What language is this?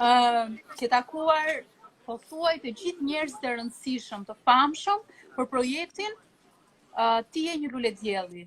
Albanian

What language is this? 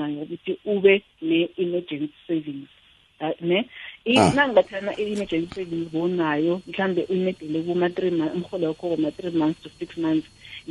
South Ndebele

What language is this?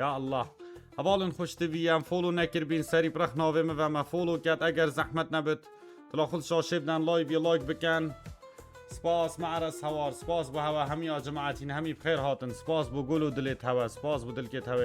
Kurdish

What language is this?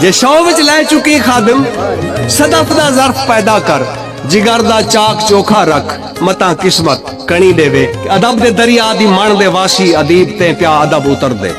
Saraiki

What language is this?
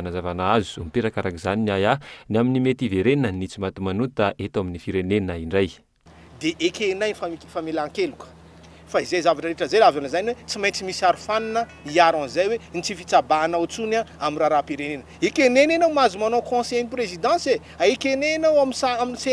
Malagasy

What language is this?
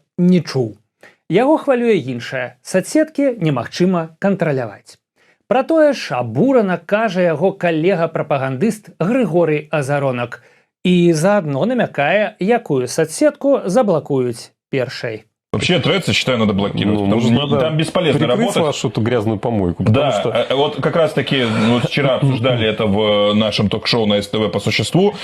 Belarusian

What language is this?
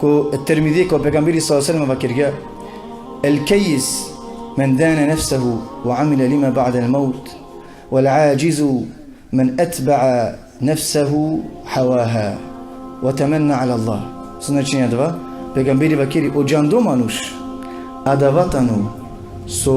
Balkan Romani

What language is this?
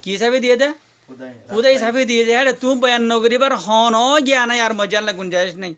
Rohingya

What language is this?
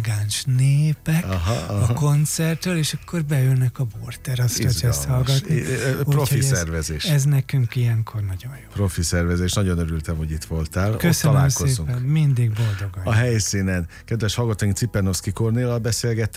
Hungarian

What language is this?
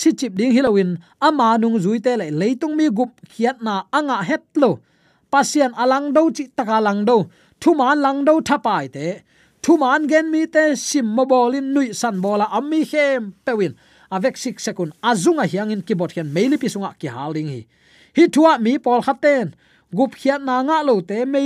Tedim Chin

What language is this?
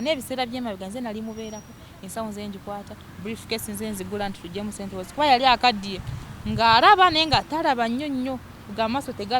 Ganda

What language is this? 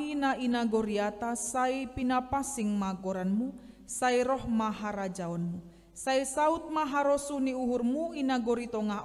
Batak Simalungun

